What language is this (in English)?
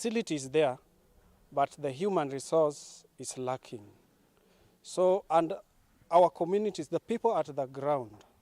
Kamba